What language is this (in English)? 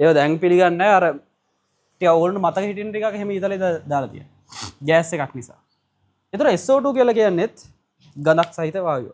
Sinhala